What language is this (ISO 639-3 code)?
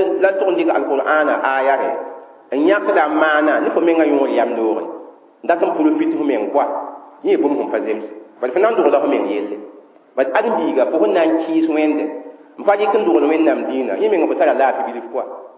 mos